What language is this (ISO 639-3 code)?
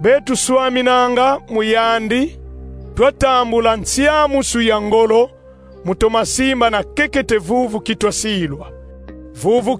kon